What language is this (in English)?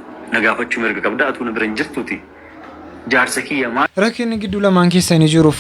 Oromo